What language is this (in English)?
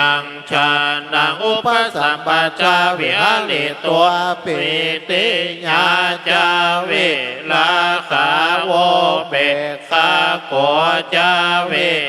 Pali